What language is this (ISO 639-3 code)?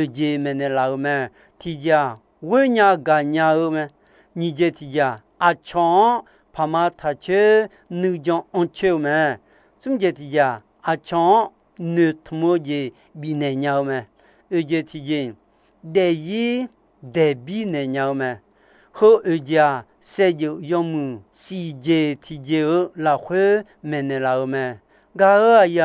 ahk